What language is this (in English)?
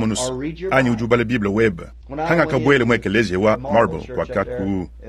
Luba-Lulua